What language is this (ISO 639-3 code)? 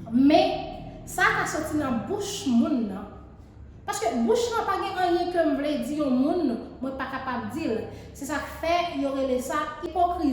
hat